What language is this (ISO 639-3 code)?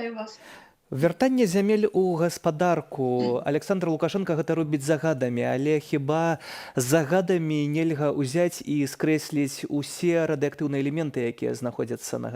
bel